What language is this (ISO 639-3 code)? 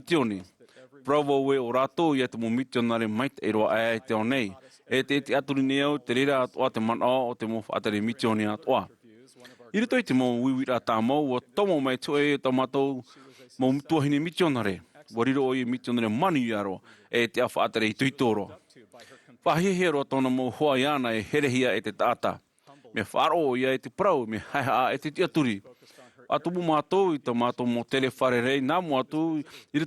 tah